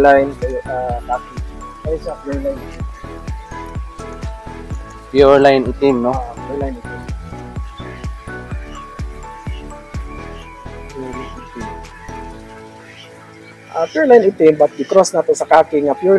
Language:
Cebuano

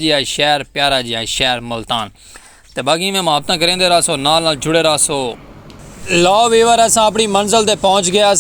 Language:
Saraiki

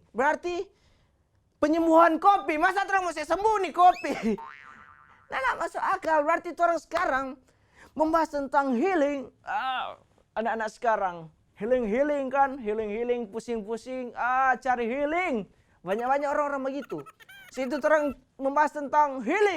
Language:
Manado Malay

